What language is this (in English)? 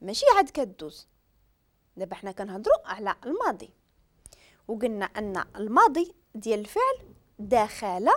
Moroccan Arabic